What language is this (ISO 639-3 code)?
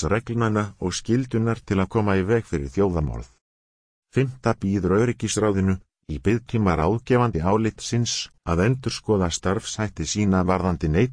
isl